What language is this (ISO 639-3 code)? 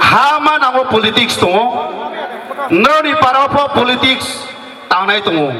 ria